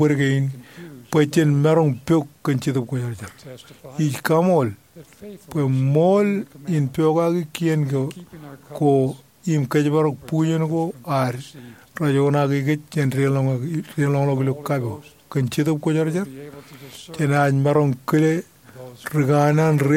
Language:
Marshallese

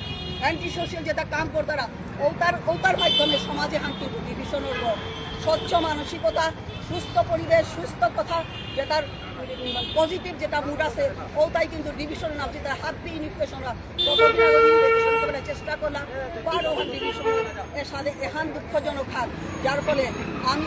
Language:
Bishnupriya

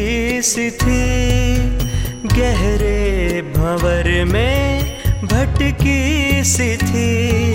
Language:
Hindi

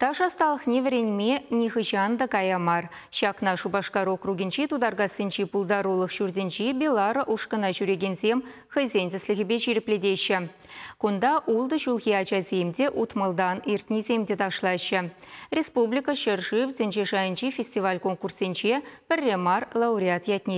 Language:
Chuvash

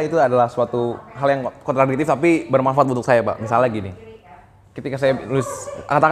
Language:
Indonesian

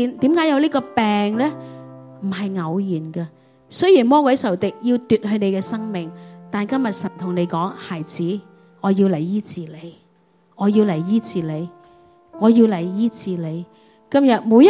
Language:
Cantonese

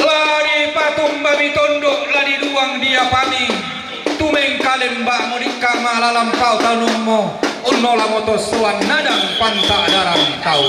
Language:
Toraja-Sa'dan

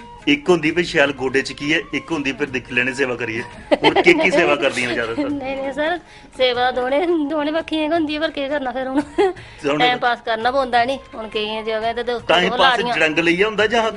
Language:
Dogri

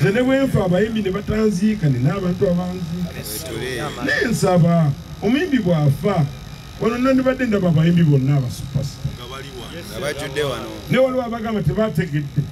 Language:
Ganda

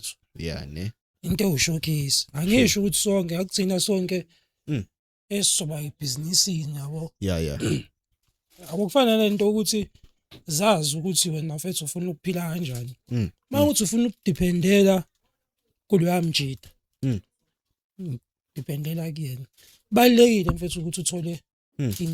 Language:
Zulu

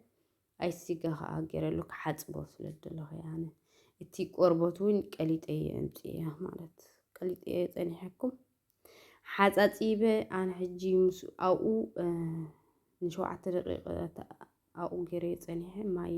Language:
Tigrinya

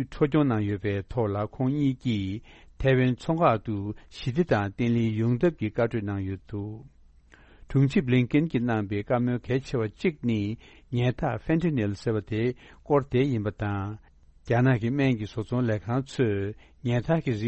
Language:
Tibetan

